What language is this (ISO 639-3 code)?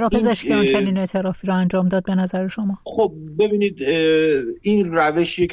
fas